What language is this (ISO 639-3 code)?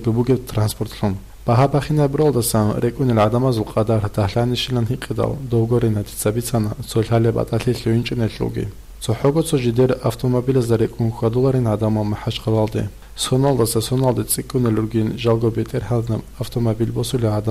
ava